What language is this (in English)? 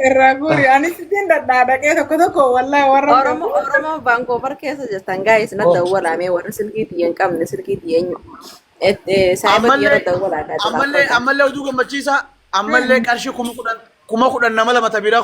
Oromo